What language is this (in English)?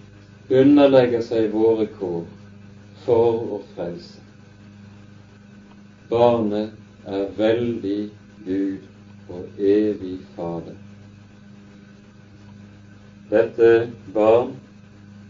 Norwegian